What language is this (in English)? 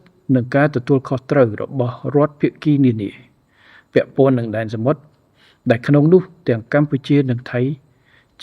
Khmer